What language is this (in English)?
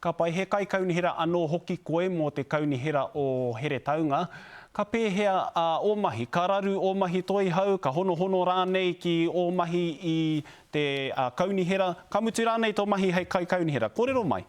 Māori